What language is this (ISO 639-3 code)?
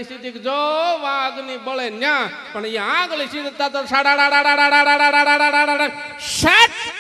guj